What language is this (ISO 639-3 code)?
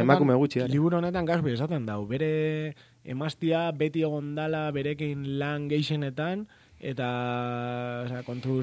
eus